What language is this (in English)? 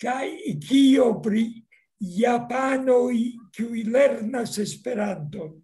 Esperanto